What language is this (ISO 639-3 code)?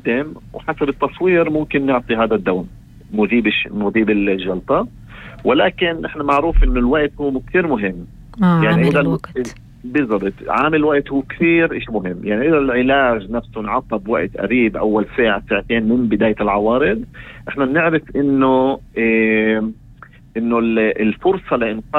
apc